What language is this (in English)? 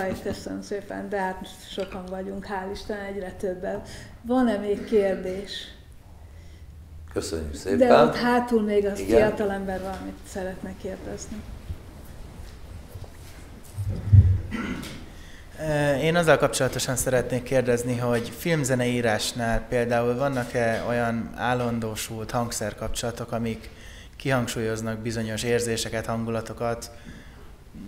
Hungarian